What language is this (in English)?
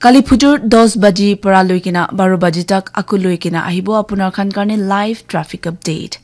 Naga Pidgin